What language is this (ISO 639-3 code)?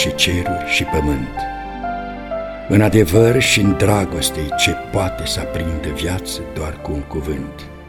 ron